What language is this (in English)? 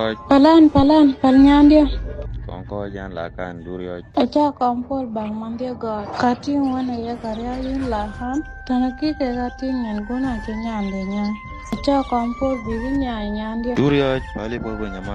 Dinka